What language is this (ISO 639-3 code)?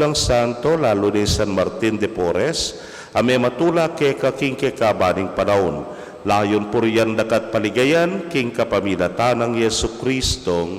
pam